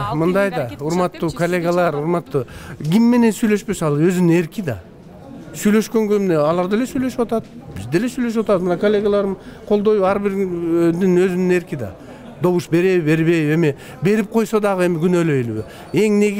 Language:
Kyrgyz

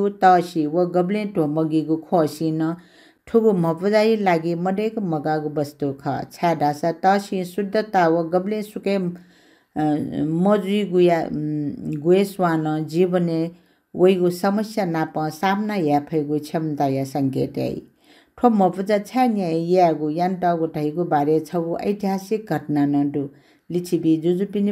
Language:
Newari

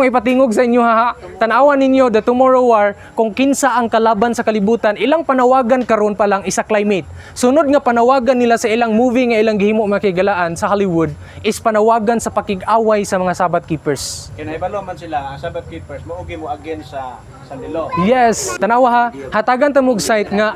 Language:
Cebuano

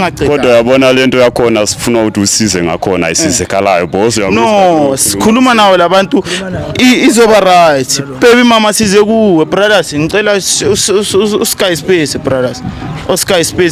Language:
Zulu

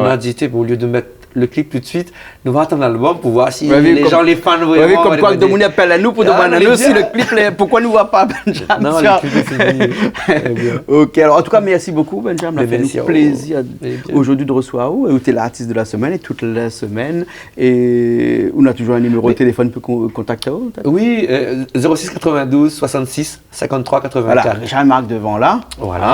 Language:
Réunion Creole French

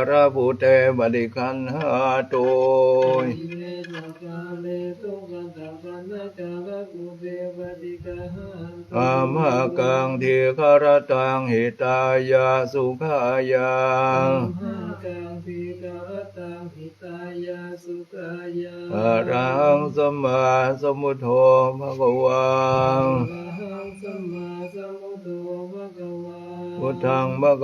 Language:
Pali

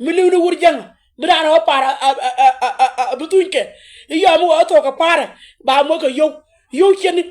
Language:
Nuer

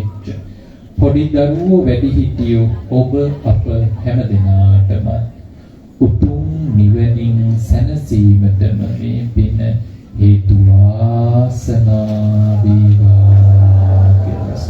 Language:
Sinhala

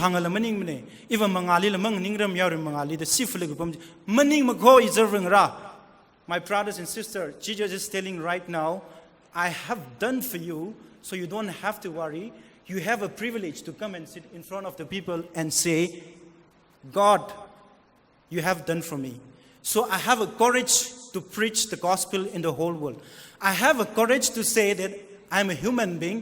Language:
Tangkhul Naga (India)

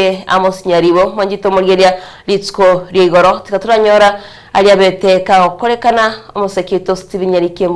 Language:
Gusii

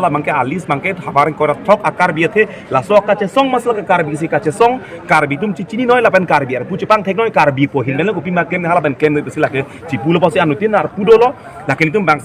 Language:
Karbi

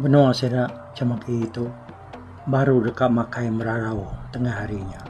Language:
Iban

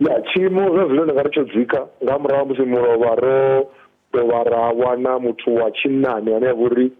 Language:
Venda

